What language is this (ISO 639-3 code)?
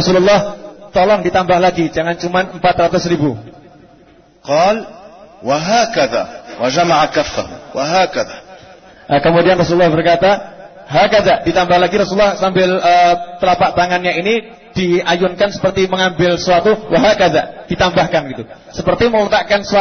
ind